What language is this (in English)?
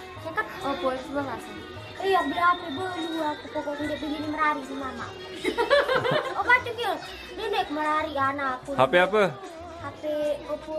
Sasak